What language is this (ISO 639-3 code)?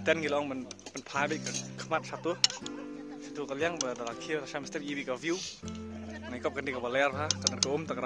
kha